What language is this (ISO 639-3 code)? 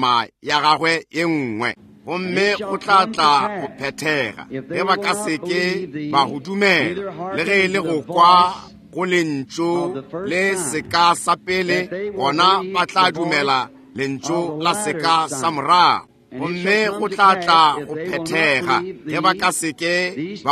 nso